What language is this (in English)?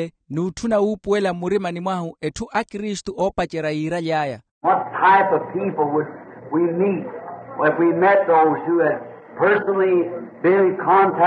Makhuwa